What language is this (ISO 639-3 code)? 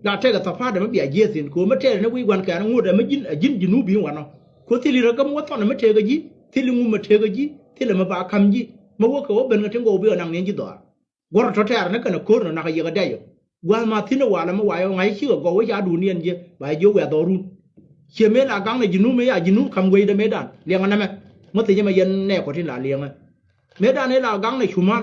nus